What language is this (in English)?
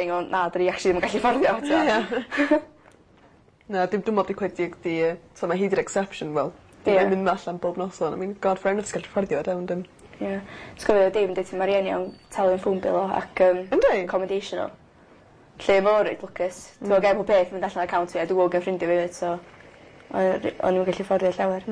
Welsh